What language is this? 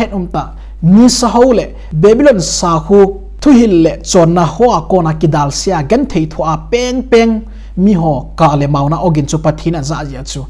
Thado Chin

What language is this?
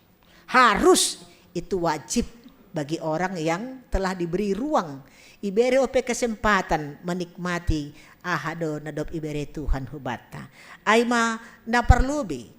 Batak Simalungun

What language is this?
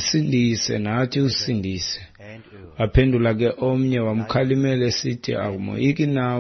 Xhosa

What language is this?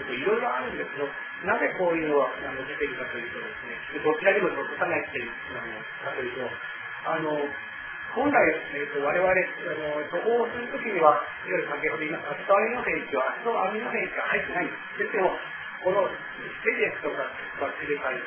Japanese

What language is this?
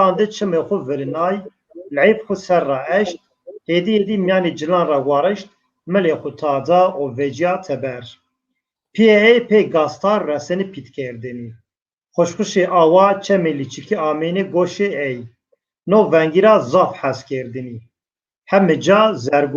Zaza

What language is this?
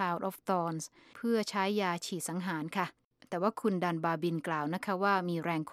Thai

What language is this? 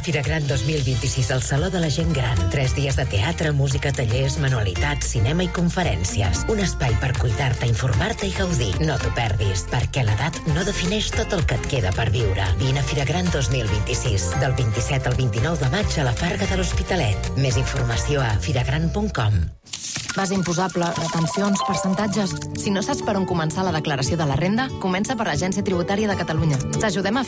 Catalan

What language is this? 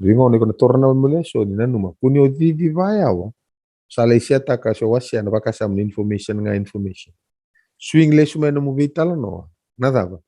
Fijian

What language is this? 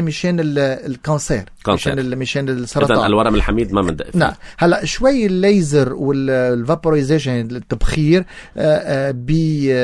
North Levantine Arabic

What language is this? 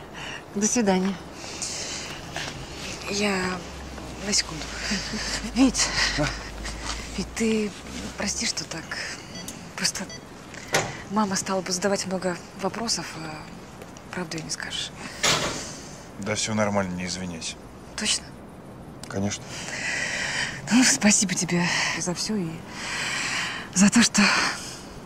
Russian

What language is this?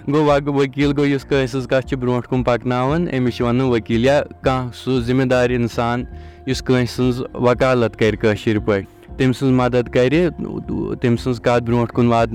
Kashmiri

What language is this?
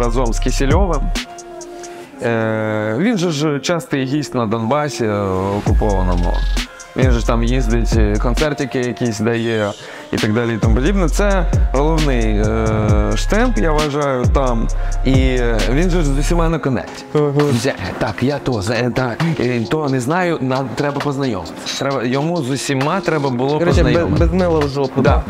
Ukrainian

